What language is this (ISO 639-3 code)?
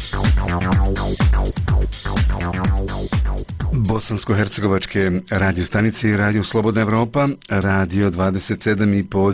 bos